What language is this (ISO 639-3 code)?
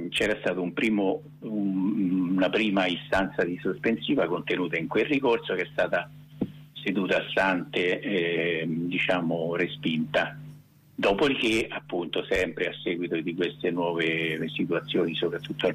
ita